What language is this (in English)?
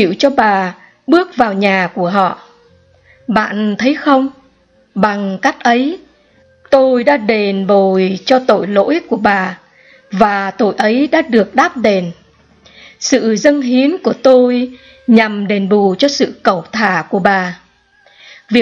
Vietnamese